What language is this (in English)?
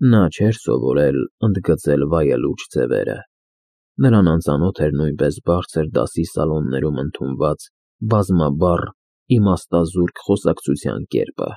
Armenian